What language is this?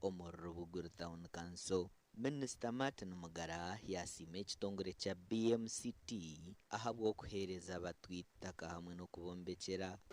Nyankole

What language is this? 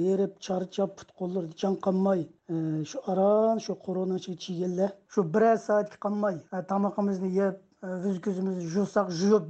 Uyghur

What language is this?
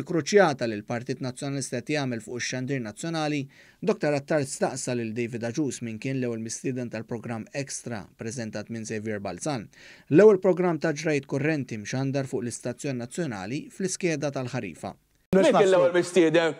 Maltese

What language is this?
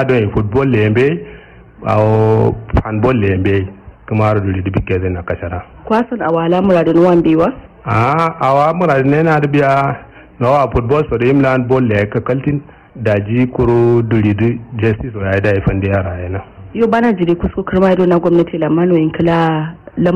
Kanuri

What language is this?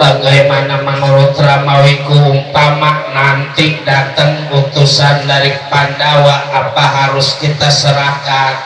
Betawi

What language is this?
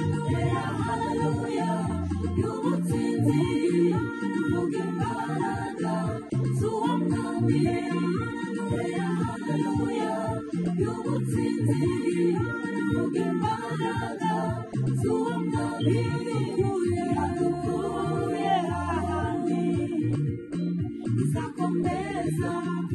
Kinyarwanda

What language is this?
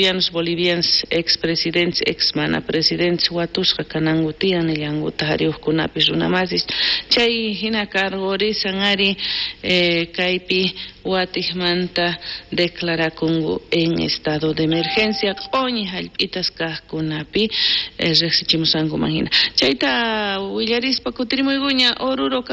South Bolivian Quechua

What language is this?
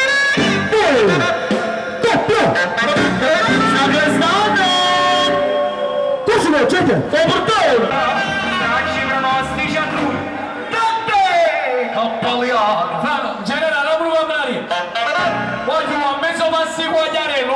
Italian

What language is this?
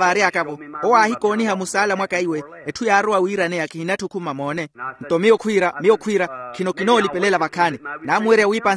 Makhuwa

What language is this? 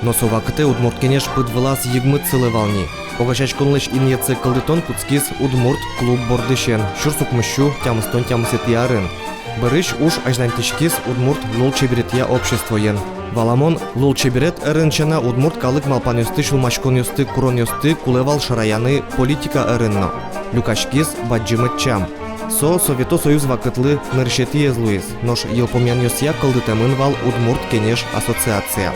Udmurt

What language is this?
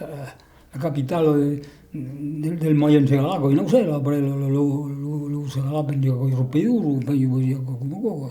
Occitan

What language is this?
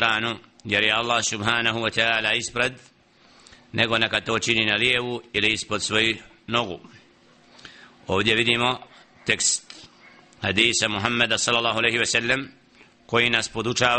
Bosnian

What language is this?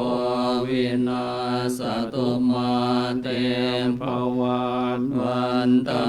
Pali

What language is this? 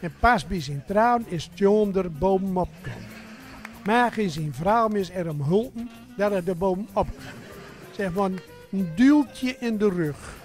Gronings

